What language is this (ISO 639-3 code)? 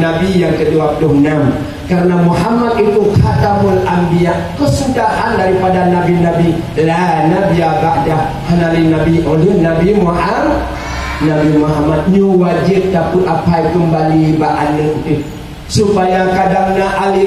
ace